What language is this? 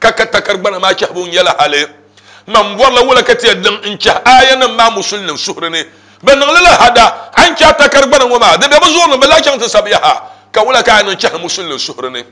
Dagbani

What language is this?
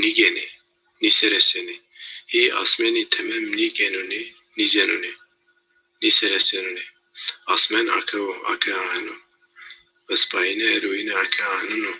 Zaza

